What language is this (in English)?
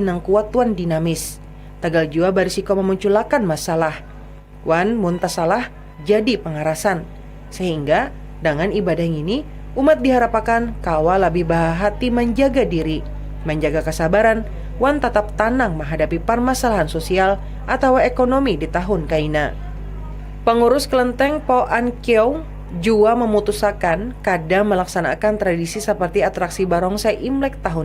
Banjar